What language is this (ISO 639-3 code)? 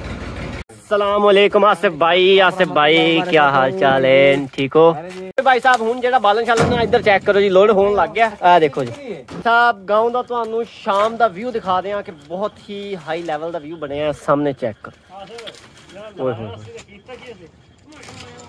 pan